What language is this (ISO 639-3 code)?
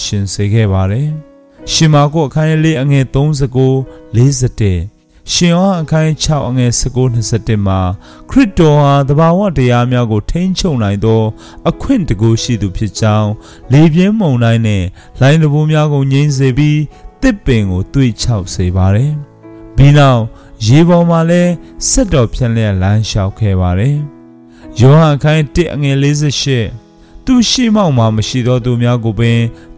mya